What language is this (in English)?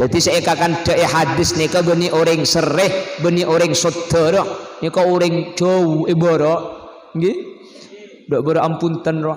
Madurese